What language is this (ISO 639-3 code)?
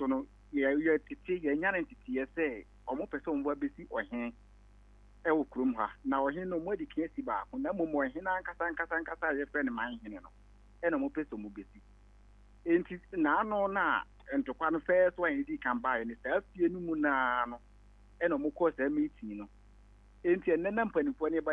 aka